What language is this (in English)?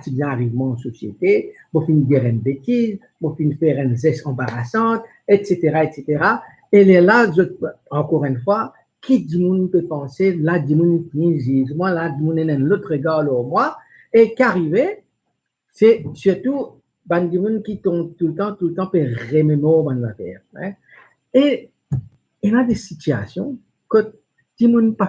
Morisyen